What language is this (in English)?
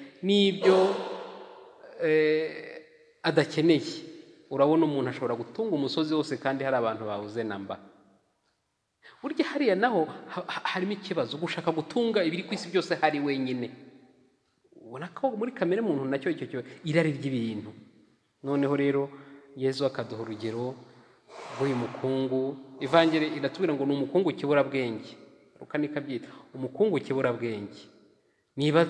Kinyarwanda